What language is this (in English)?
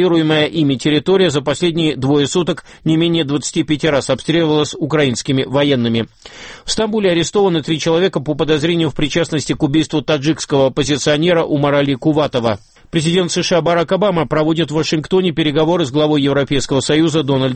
Russian